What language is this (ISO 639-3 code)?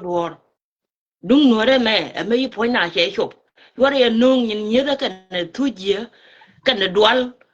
nus